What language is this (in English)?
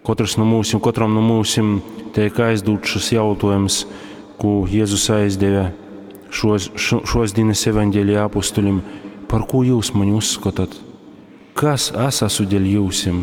Latgalian